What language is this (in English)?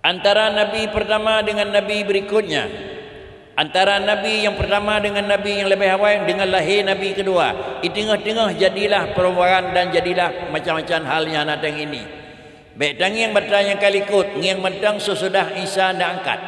Achinese